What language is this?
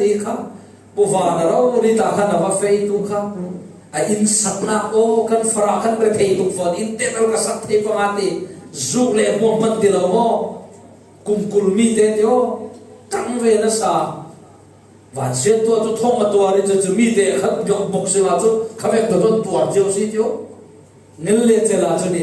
Falam Chin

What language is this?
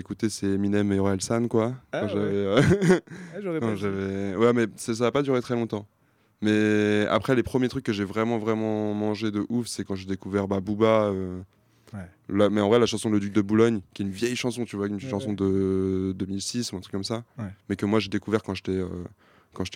French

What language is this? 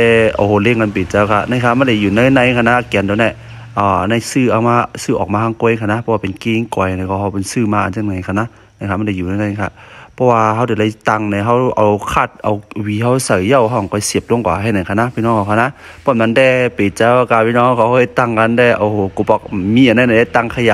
Shan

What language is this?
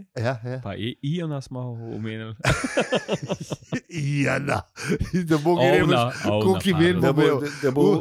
Slovenian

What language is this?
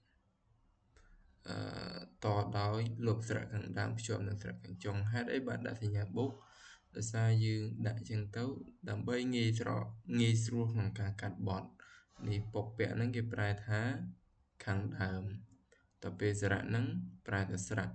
Khmer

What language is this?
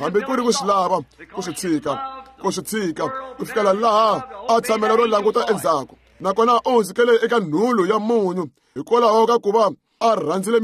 Tsonga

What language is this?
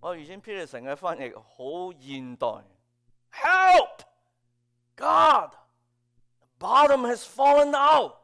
Cantonese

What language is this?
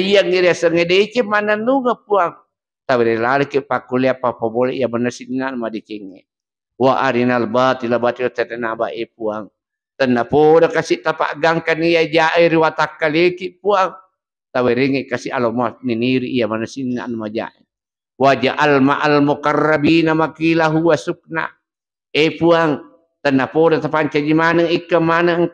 Buginese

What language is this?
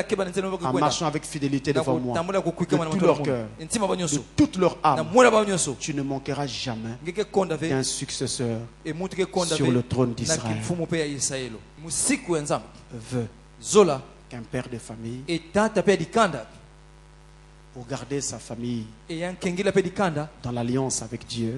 French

